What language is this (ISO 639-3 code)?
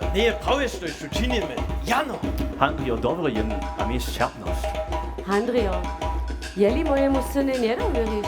hsb